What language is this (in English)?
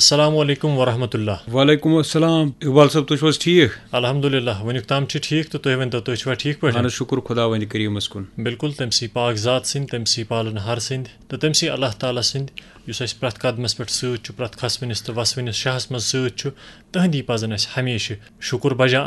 Kashmiri